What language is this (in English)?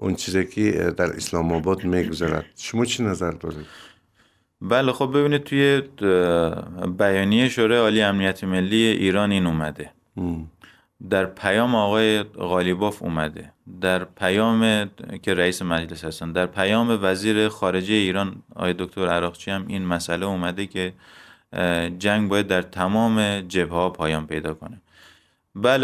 Persian